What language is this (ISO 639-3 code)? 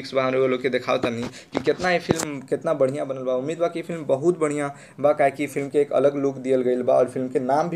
bho